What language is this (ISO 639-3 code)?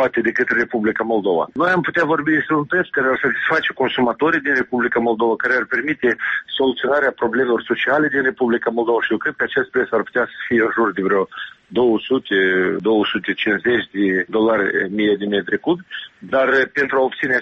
ron